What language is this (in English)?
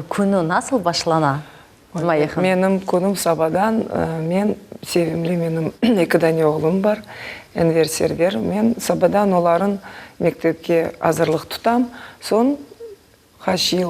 Crimean Tatar